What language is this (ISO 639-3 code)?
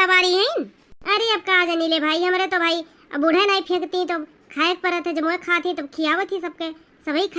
awa